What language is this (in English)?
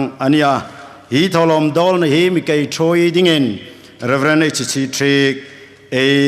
Hmar